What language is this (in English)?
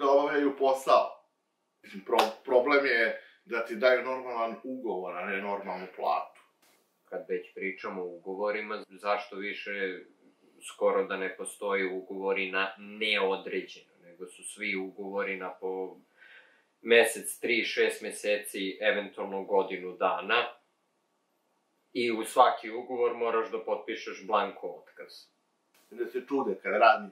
Serbian